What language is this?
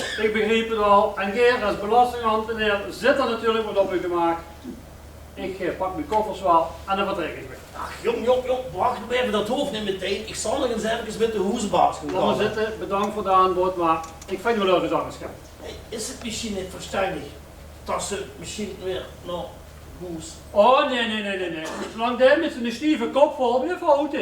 Limburgish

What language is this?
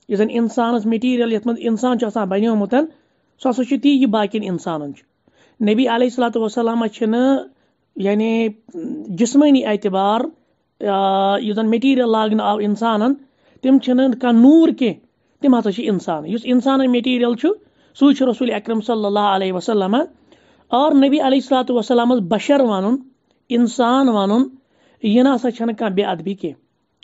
Kashmiri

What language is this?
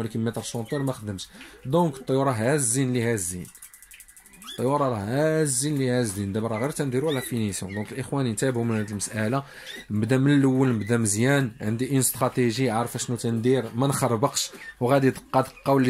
Moroccan Arabic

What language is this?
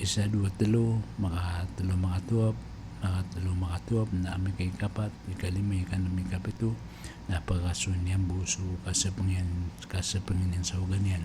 Maranao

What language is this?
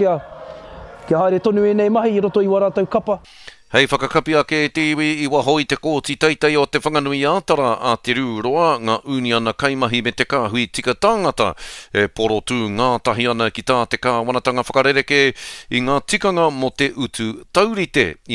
Māori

